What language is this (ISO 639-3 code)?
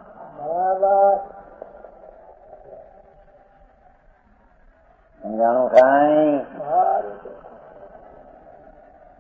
guj